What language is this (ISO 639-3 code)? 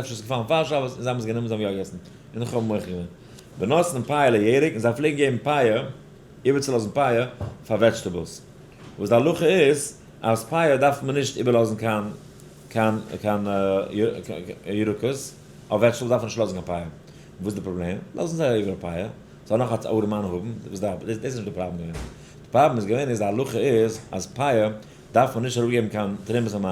yid